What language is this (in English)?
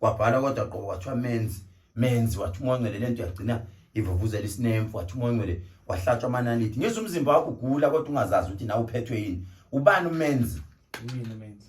Zulu